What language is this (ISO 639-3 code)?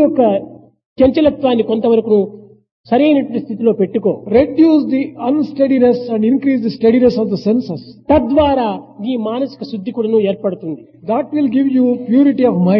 tel